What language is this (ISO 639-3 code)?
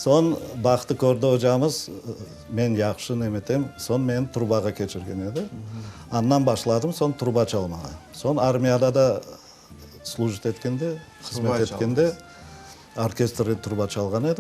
crh